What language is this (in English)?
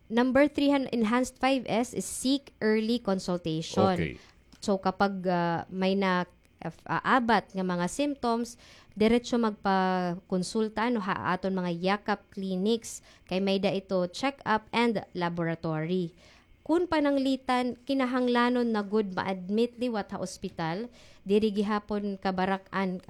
Waray